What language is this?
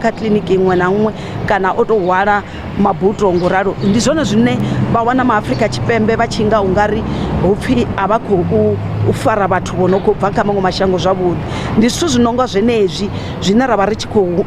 Venda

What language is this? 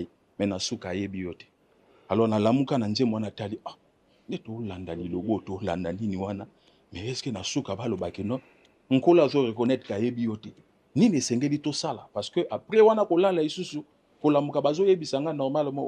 Lingala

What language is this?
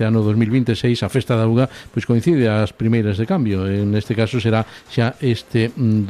Galician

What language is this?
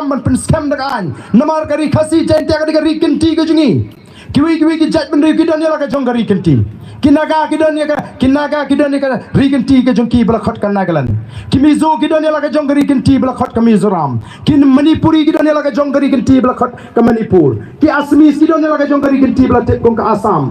Khasi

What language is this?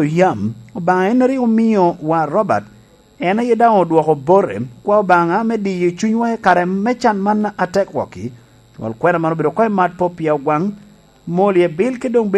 Lango (Uganda)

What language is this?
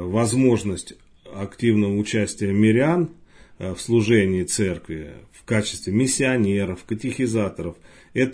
Russian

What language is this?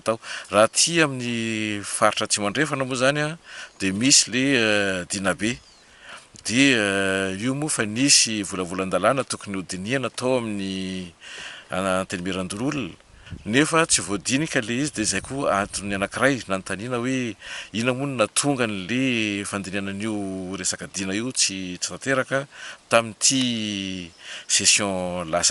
Malagasy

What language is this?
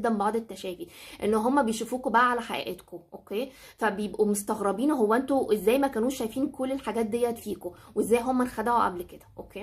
Egyptian Arabic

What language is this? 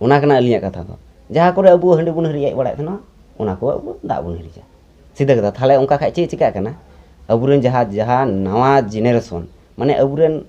Santali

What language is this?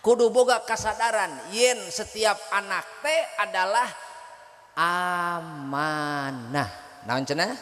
Sundanese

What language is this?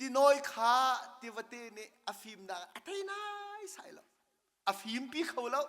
Hakha Chin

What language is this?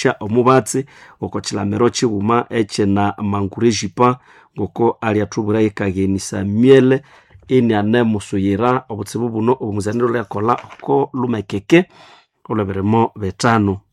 Nande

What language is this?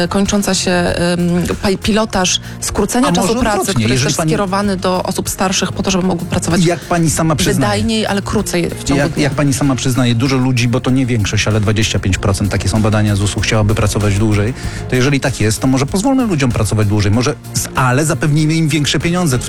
Polish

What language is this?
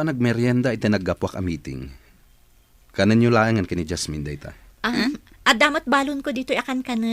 Iloko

